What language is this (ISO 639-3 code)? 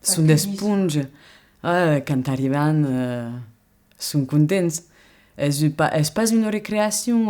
oci